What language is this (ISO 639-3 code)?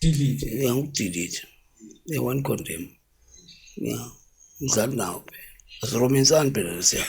zul